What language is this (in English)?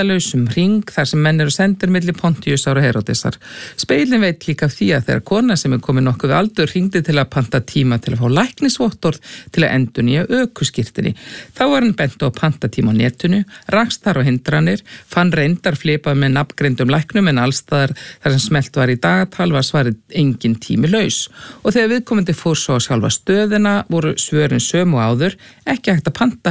Icelandic